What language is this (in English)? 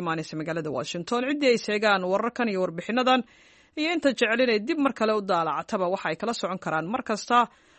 Somali